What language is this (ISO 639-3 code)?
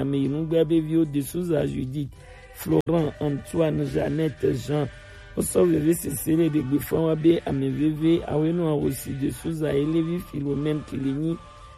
gej